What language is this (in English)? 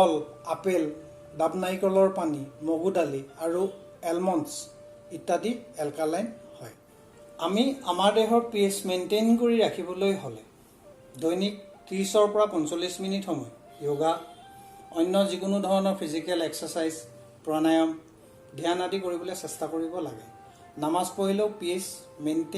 Assamese